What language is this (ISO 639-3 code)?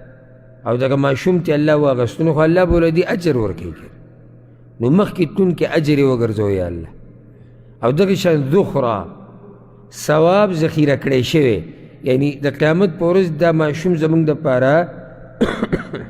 pus